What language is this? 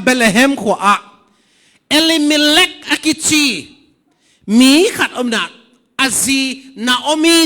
Tedim Chin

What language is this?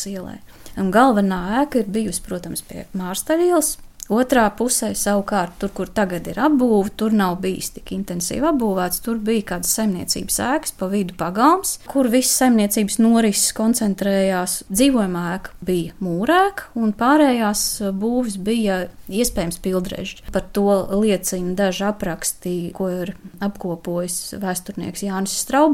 Latvian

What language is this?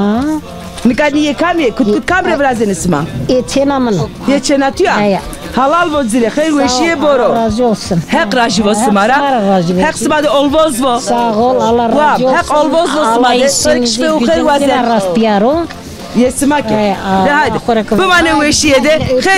Zaza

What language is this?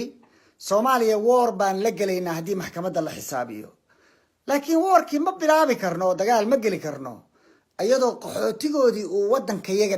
Somali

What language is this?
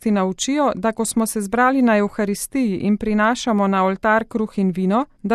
Slovenian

